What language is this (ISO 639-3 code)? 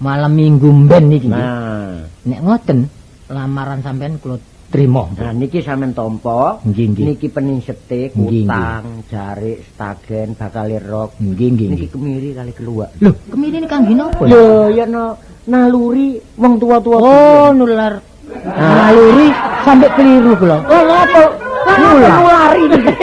jav